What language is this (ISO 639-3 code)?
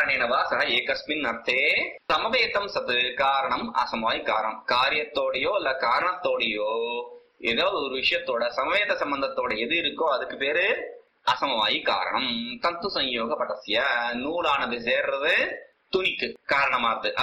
tam